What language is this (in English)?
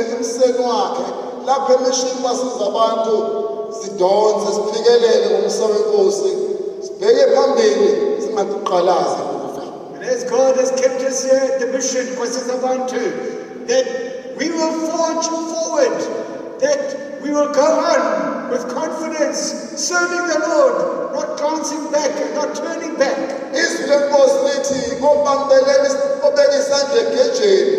Zulu